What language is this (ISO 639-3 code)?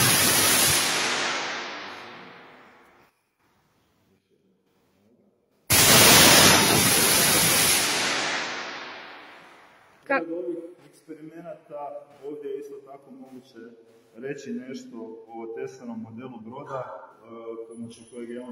hrv